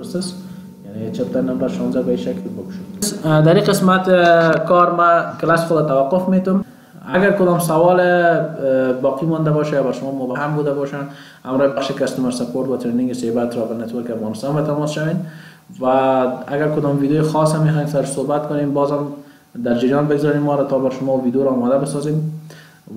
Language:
Persian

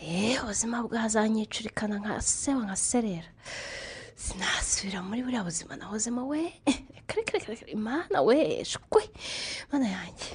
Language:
Kinyarwanda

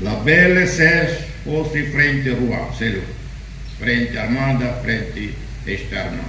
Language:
Tetum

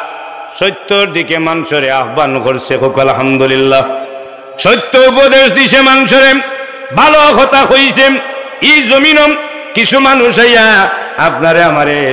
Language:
Sylheti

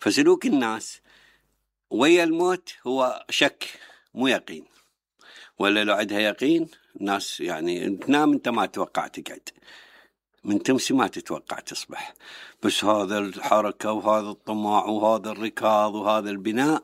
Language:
Mesopotamian Arabic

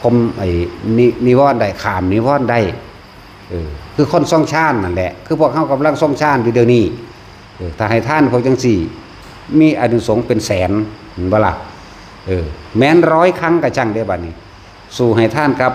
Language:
Northeastern Thai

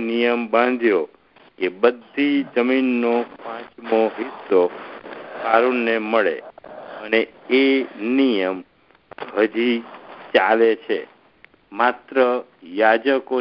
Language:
Gujarati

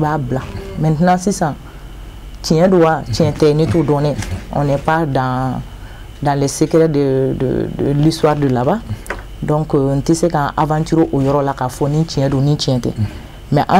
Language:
Bambara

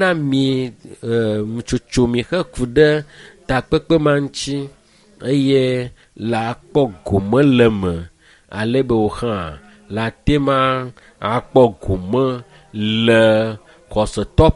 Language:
Ewe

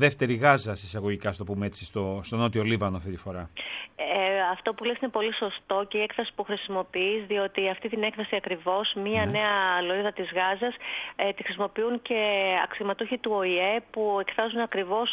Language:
Greek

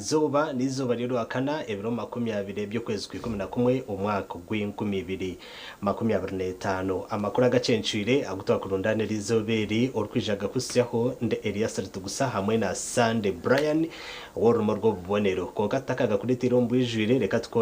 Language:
Nyankole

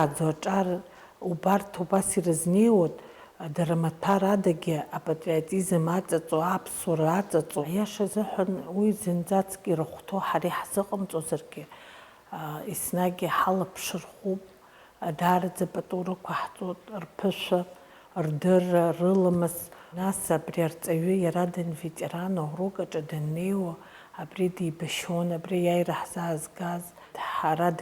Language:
Abkhazian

